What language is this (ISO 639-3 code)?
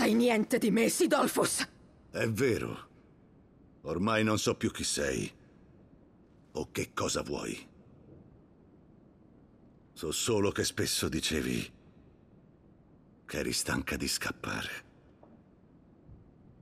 ita